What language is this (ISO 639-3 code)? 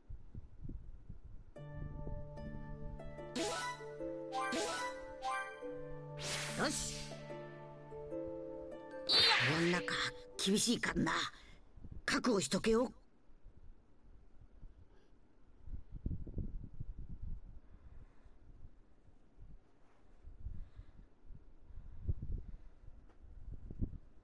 jpn